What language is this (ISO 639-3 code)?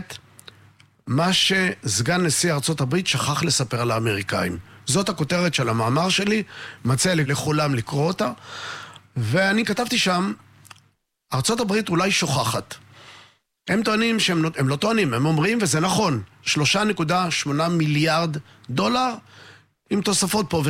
heb